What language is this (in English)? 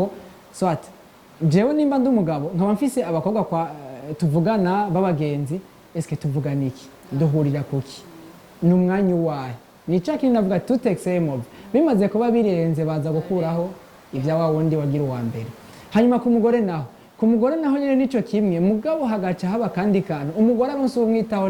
Rundi